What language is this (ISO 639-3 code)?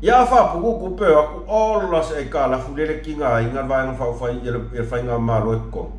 smo